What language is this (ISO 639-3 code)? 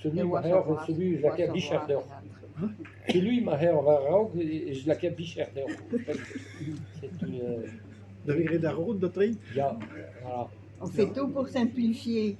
bre